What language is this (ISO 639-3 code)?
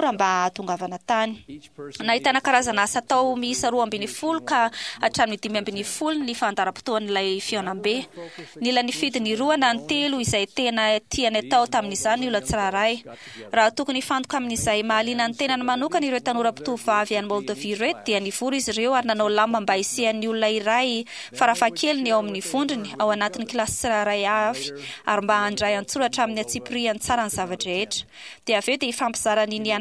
mlg